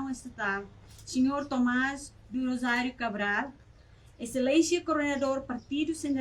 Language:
Tetum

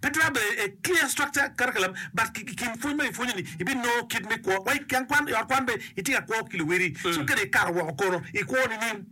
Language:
Acoli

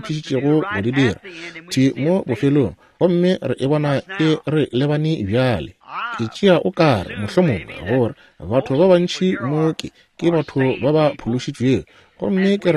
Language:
Northern Sotho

